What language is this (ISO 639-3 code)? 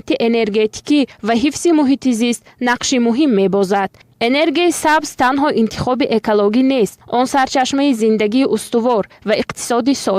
tgk